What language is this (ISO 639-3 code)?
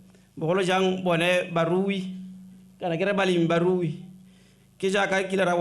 tsn